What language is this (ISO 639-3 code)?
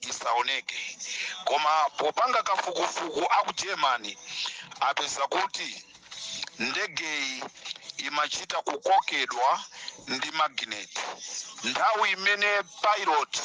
nya